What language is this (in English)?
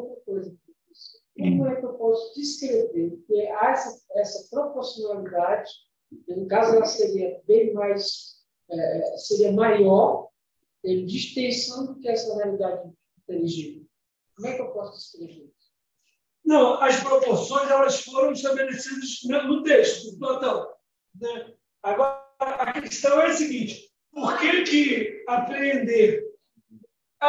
Portuguese